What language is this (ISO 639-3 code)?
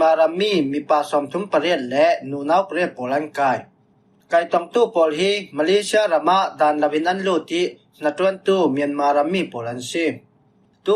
cfm